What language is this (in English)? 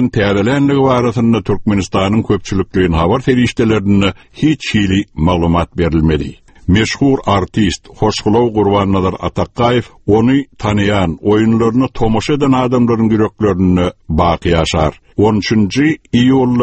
Turkmen